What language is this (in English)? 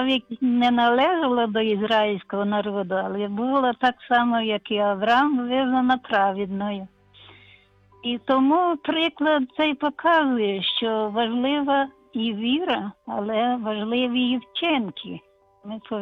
Ukrainian